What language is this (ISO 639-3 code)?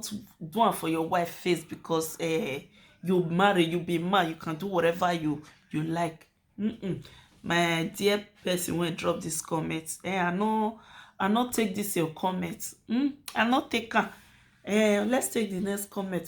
pcm